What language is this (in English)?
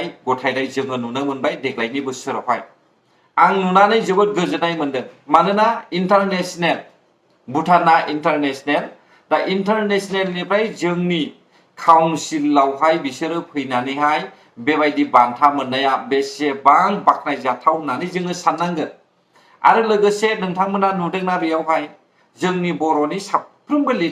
Bodo